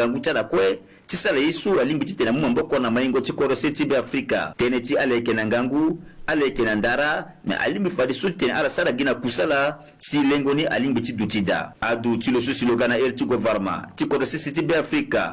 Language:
Sango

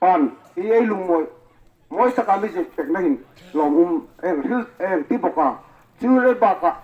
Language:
Hmar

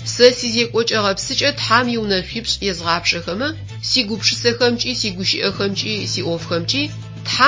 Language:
Adyghe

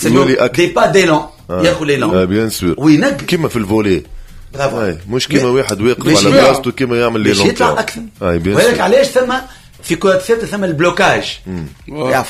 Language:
Tunisian Arabic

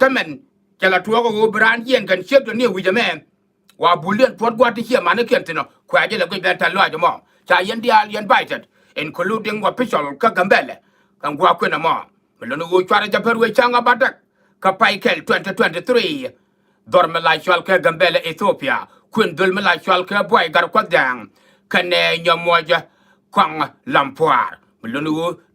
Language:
Nuer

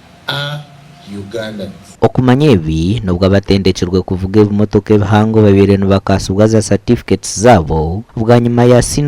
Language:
Nyankole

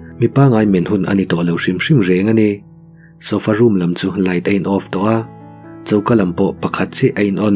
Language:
Mizo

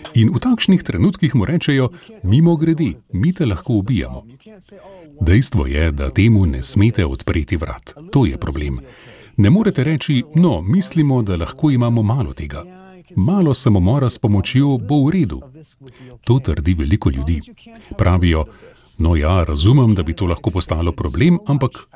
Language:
Slovenian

